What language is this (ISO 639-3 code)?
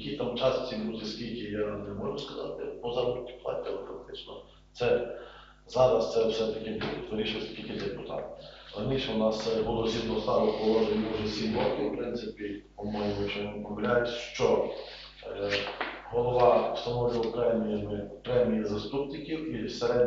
ukr